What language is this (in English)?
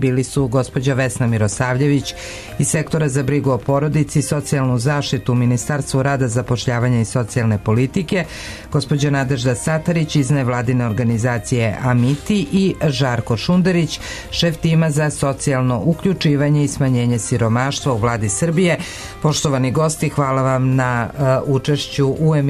Serbian